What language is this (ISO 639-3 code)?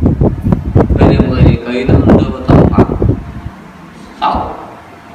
vie